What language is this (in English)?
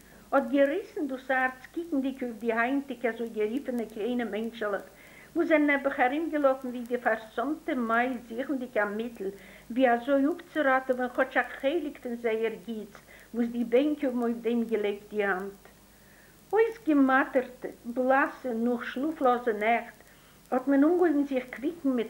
Yiddish